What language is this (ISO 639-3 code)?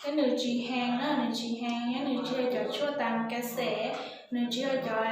hmn